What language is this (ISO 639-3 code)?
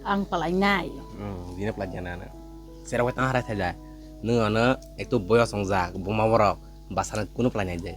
trp